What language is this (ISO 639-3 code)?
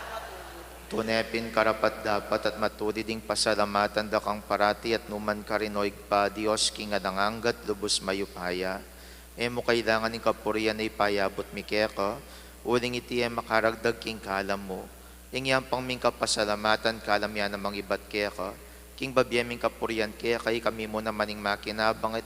pam